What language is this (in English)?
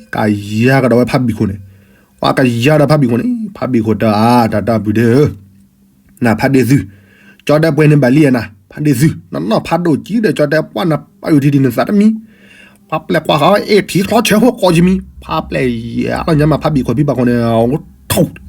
S'gaw Karen